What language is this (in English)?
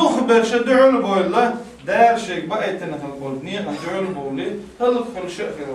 Chechen